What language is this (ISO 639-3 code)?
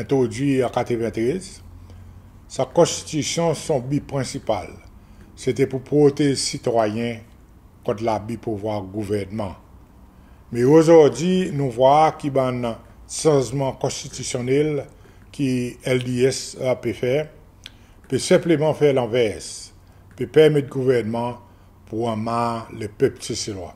crs